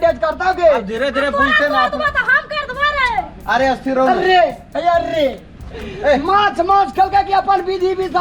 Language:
Maithili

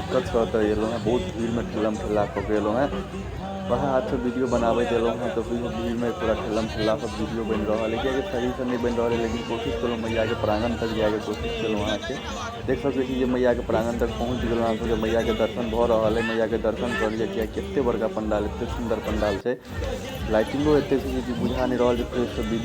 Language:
Maithili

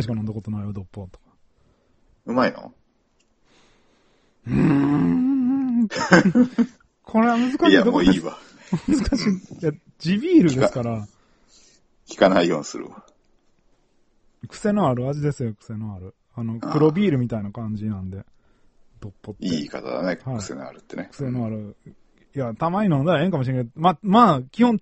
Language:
Japanese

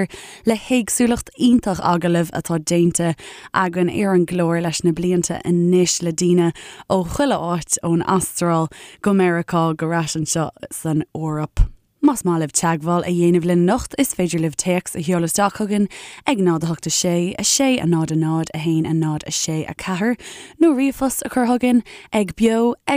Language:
Irish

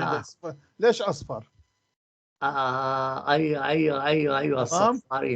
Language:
North Levantine Arabic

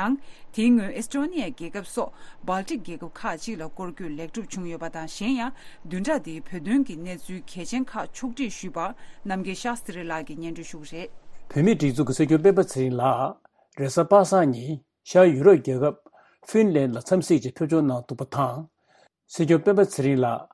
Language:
Tibetan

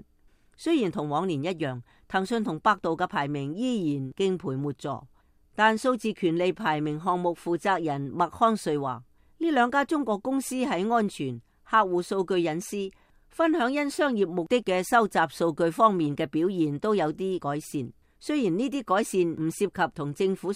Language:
Cantonese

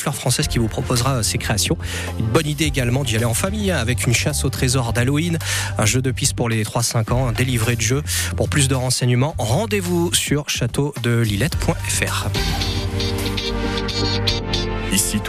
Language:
French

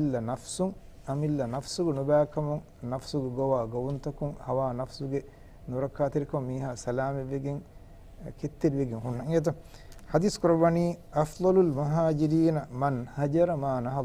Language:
Divehi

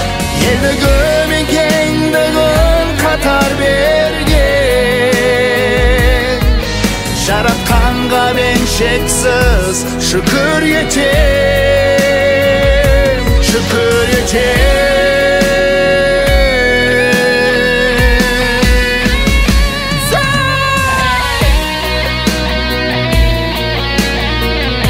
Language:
Kazakh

